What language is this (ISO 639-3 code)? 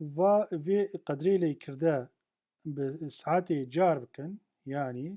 kur